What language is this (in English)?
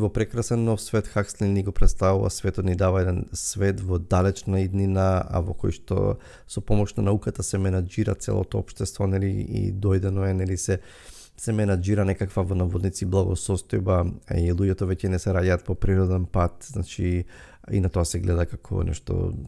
Macedonian